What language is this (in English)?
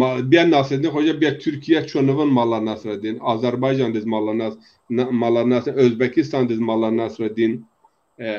Zaza